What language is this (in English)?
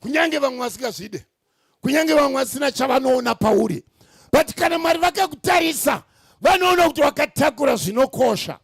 Shona